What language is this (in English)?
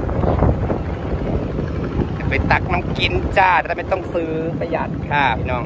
Northeastern Thai